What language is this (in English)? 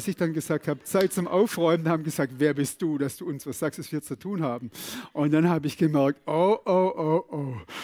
Swiss German